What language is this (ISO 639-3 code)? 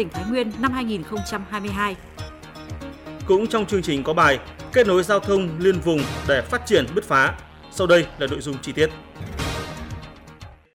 vie